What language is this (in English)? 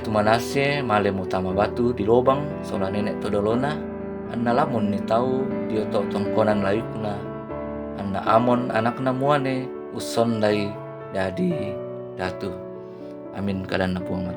Toraja-Sa'dan